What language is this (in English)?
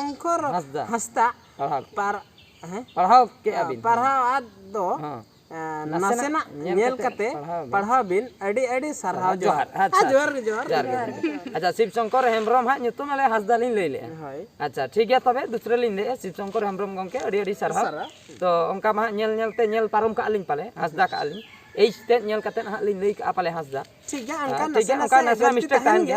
Santali